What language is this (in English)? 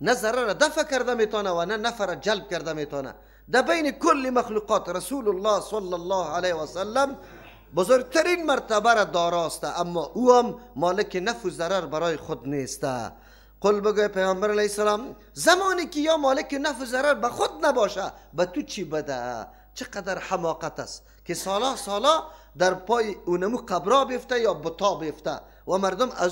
Persian